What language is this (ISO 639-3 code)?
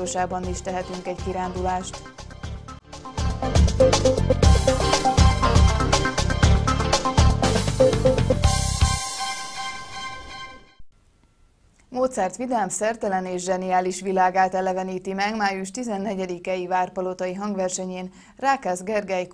hun